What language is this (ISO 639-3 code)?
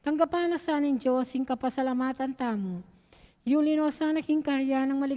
pam